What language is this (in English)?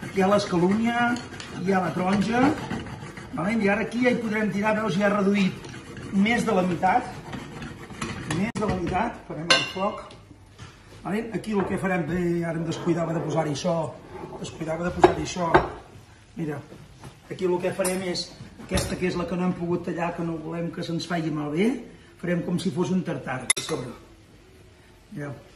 Catalan